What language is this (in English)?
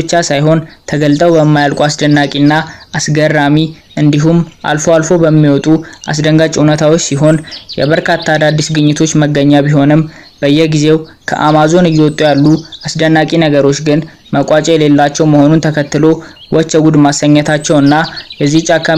Amharic